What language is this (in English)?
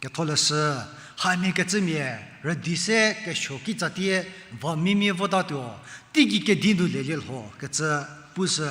Angami Naga